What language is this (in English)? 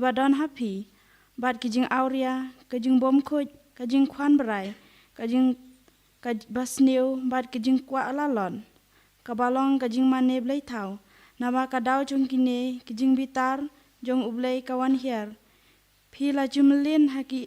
Khasi